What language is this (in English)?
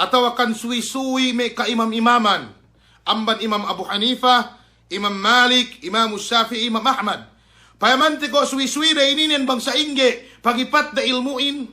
Yakan